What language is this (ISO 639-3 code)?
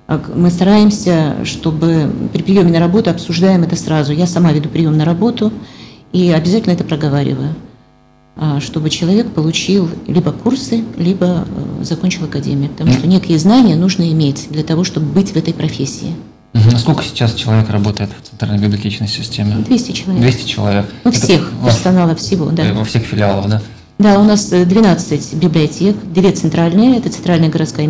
rus